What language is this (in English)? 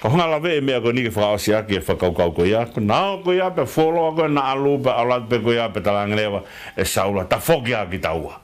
Tongan